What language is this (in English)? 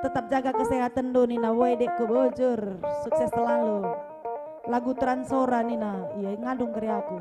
Batak Karo